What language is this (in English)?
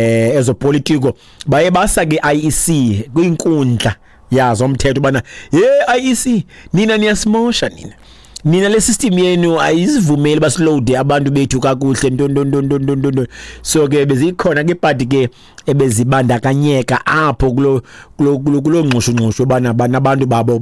Xhosa